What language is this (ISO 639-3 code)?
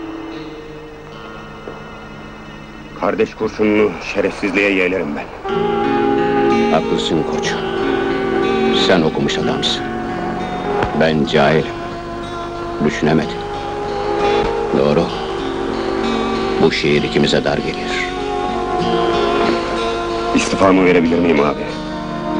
tur